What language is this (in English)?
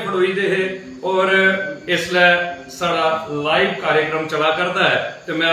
Dogri